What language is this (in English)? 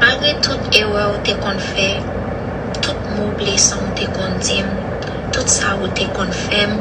Haitian Creole